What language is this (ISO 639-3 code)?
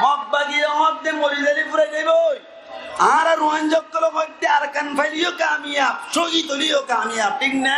rhg